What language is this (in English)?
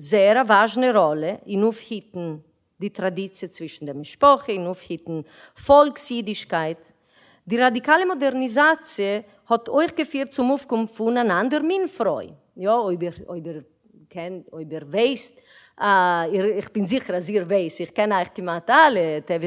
Yiddish